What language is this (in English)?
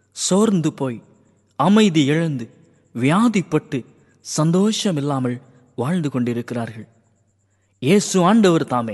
Tamil